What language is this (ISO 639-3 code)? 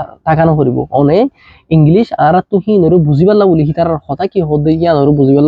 rhg